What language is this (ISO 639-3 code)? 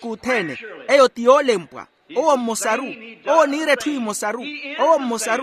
vmw